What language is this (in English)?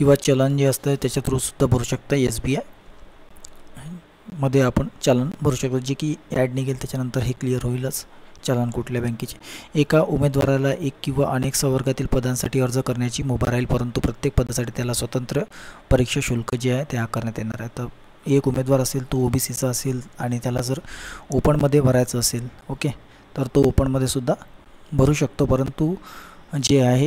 Marathi